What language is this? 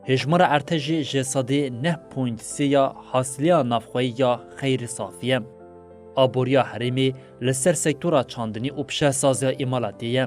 Kurdish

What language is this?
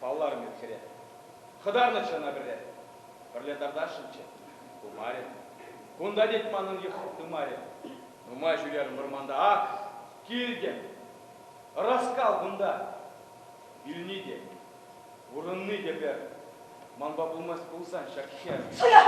Chuvash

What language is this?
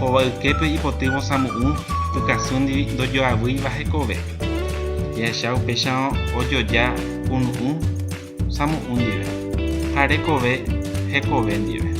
Guarani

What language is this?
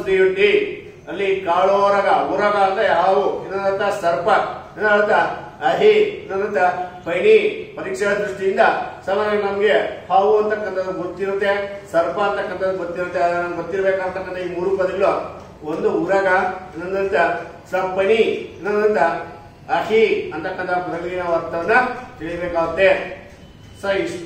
Kannada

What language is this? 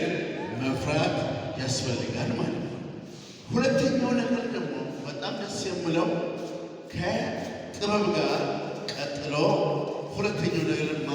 Amharic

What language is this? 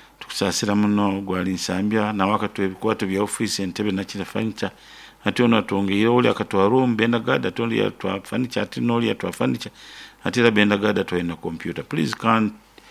Nyoro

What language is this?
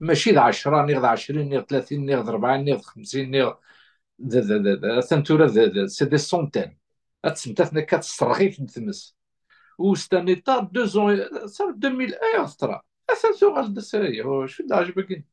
Kabyle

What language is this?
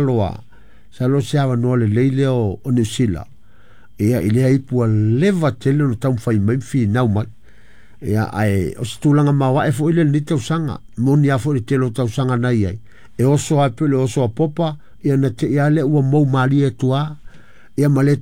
Samoan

